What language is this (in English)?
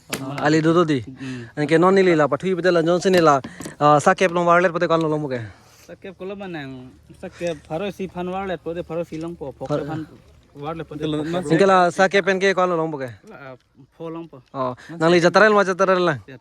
Karbi